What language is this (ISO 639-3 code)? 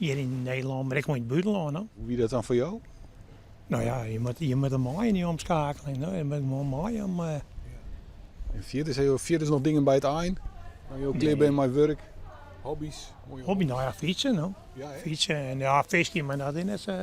fry